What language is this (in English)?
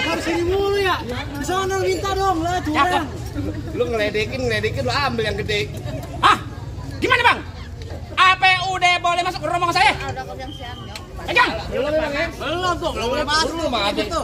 Betawi